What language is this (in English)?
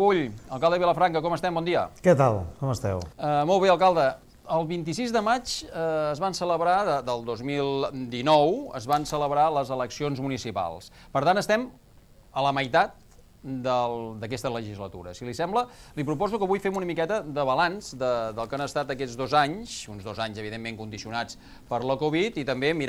Catalan